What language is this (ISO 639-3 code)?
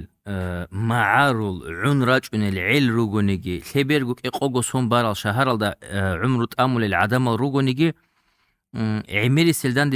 ava